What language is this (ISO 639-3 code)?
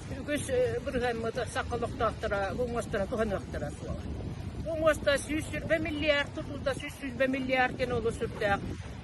sah